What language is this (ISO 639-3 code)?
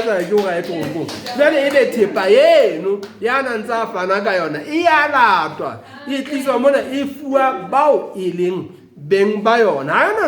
sot